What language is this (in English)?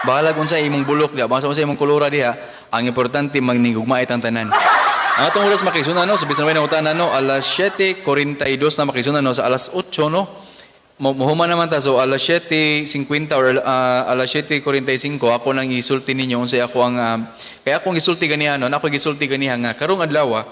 Cebuano